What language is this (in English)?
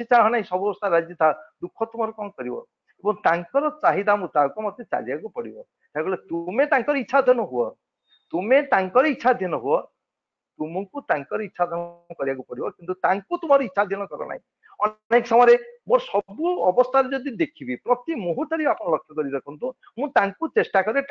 Odia